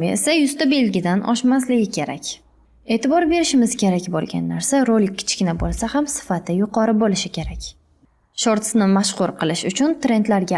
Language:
Uzbek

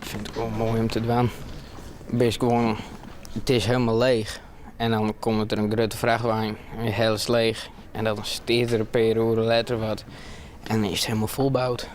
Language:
Western Frisian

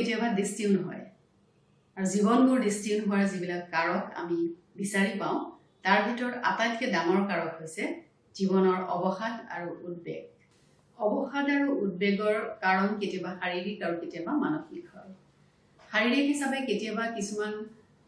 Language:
Assamese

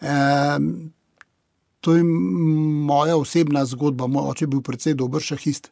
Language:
Slovenian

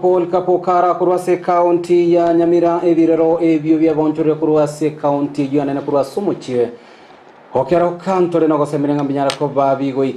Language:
Gusii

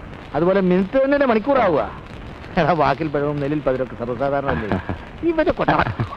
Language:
Malayalam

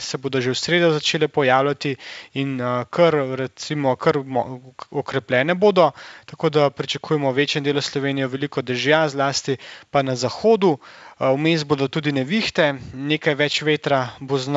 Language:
Slovenian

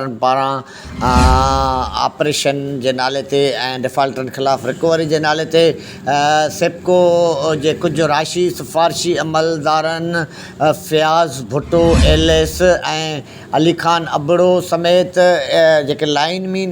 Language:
Sindhi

